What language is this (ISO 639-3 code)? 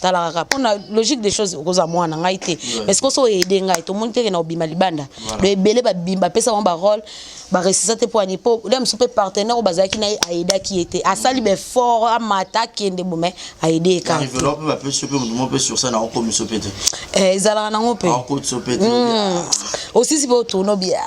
lin